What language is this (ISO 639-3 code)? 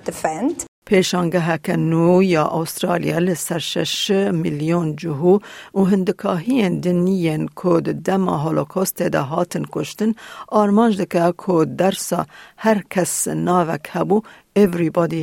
kur